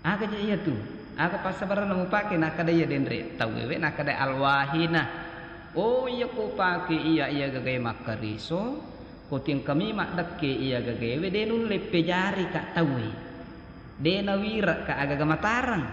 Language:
Buginese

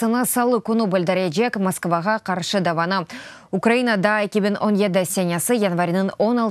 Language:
Crimean Tatar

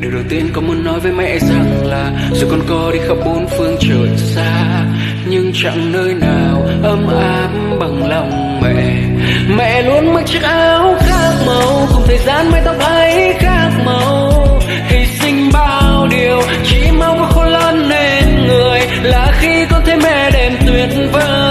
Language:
Vietnamese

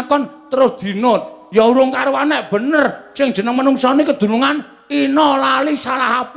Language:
Javanese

